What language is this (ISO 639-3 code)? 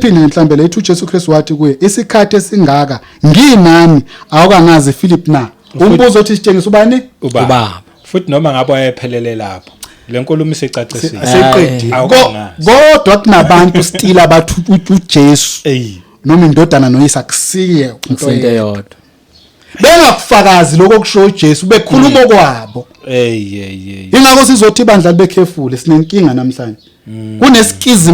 zul